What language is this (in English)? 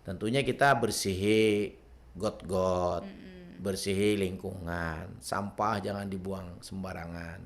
Banjar